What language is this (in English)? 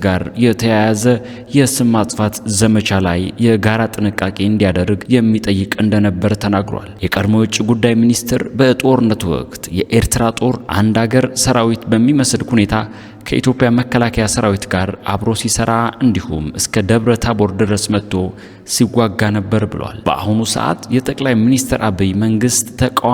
Amharic